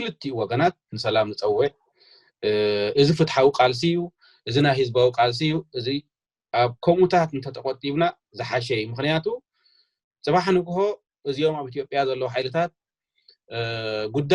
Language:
Tigrinya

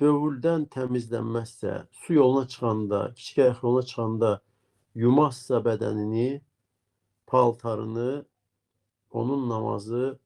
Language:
Azerbaijani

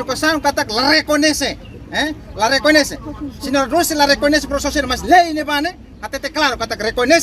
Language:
Tetum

